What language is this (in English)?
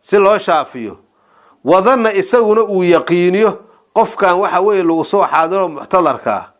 Somali